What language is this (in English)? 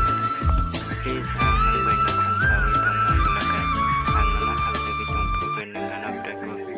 Kok Borok